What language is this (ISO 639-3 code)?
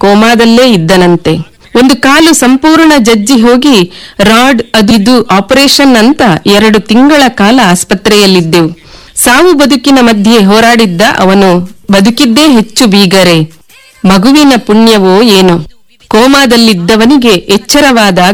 kan